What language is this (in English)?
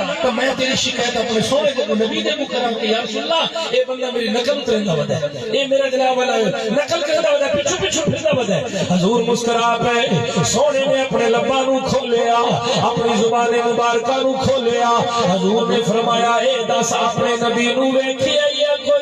Saraiki